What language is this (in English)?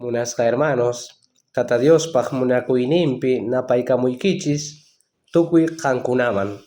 South Bolivian Quechua